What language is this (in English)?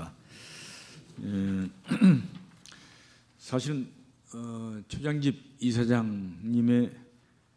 Korean